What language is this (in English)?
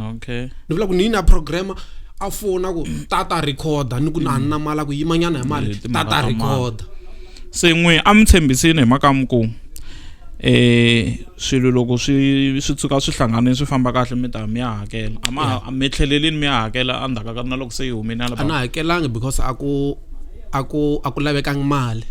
Tsonga